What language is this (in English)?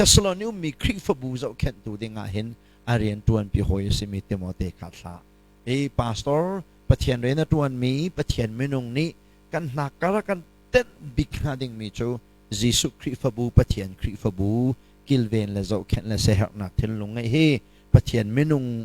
Hakha Chin